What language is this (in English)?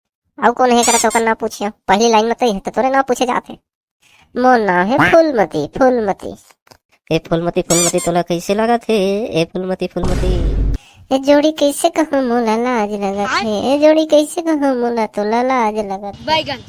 Chhattisgarhi